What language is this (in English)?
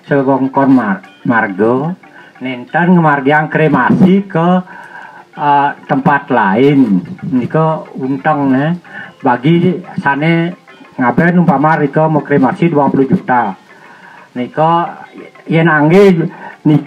Balinese